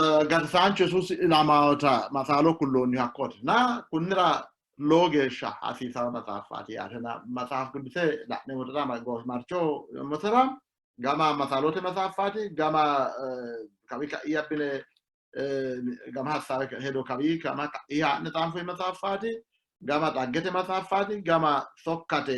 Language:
Sidamo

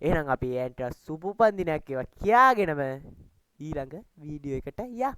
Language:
Sinhala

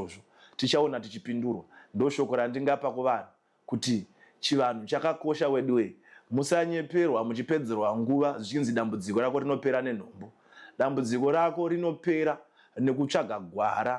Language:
Shona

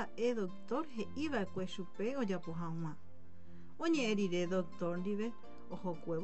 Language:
Guarani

